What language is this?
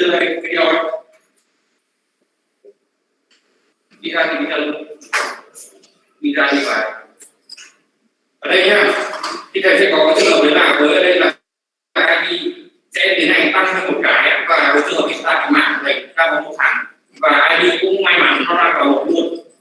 Vietnamese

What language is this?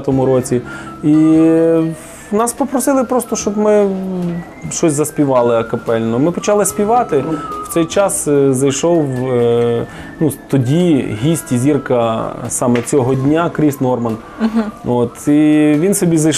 Ukrainian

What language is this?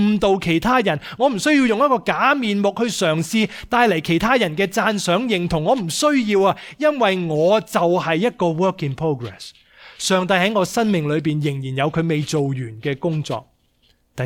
Cantonese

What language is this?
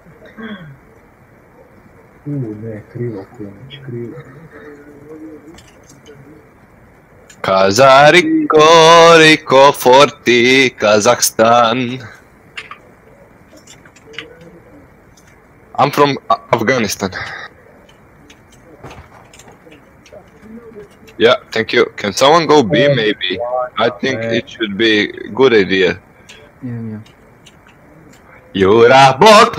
Croatian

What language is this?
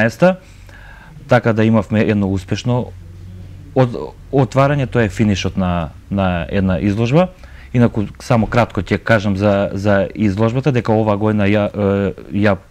Macedonian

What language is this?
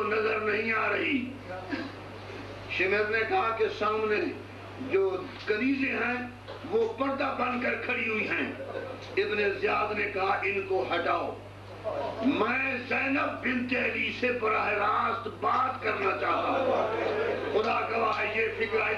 Urdu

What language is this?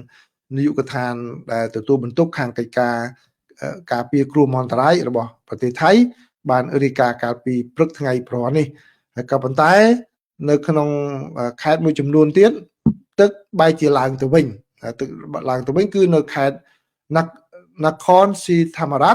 Khmer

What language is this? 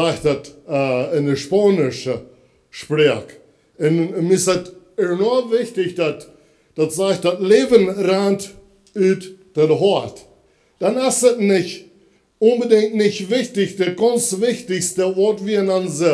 Plautdietsch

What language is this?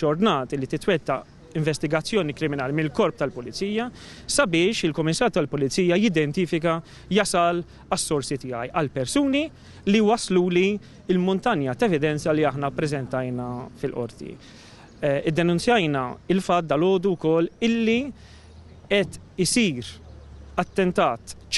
Maltese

